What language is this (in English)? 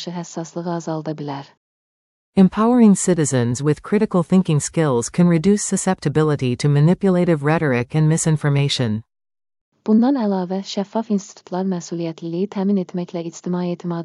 Azerbaijani